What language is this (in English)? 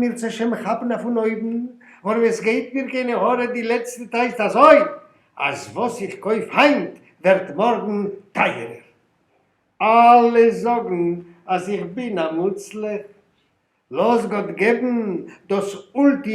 Yiddish